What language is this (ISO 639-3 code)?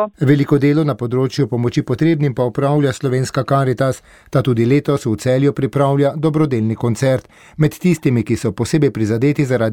slv